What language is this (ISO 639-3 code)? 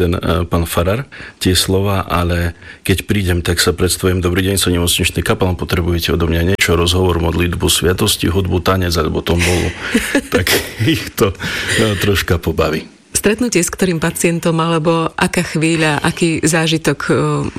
slk